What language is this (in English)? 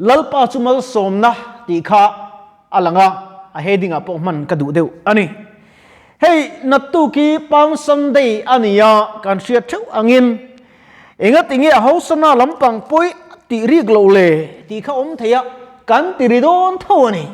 Mizo